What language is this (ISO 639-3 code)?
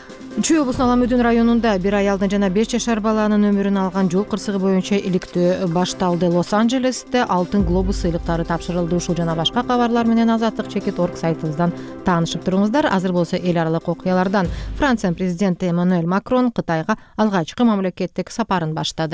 kir